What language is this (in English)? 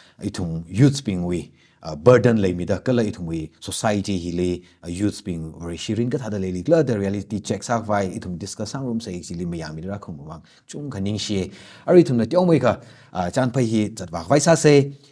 Tangkhul Naga (India)